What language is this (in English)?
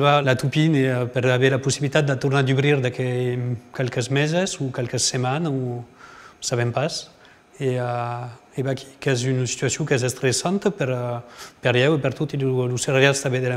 Occitan